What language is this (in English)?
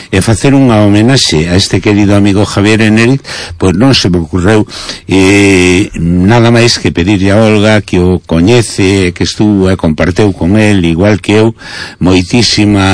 Galician